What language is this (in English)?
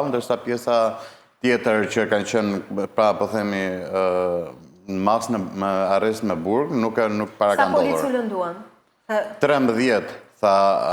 Albanian